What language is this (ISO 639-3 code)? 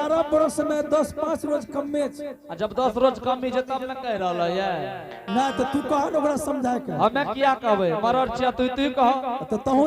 anp